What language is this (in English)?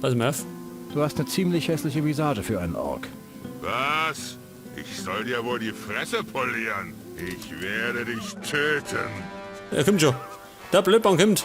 Bavarian